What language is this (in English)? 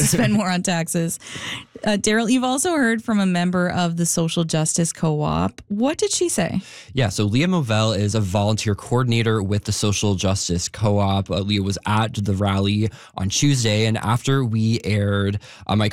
English